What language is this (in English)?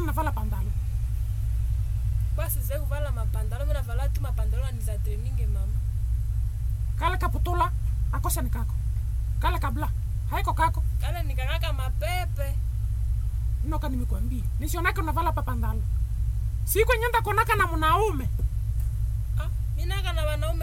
Swahili